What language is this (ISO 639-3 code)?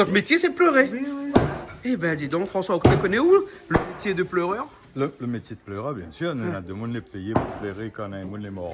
rcf